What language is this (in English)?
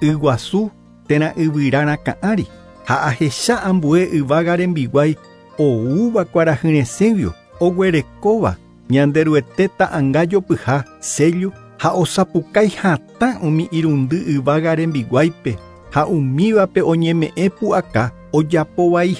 Guarani